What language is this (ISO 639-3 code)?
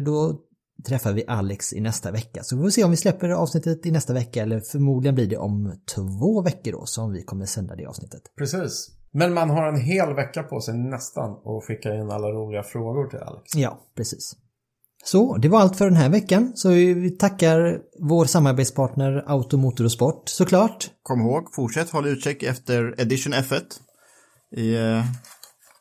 swe